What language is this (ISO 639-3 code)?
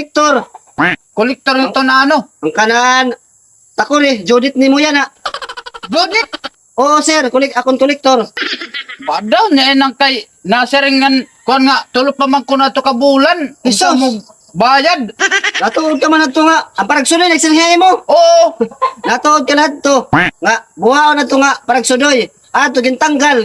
war